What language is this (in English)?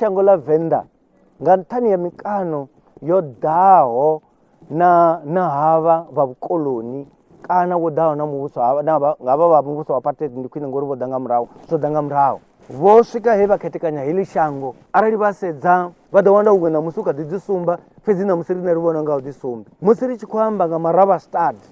Venda